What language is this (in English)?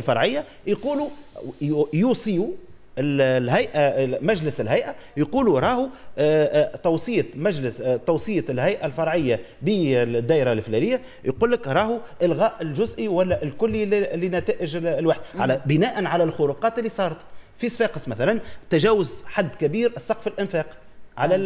Tunisian Arabic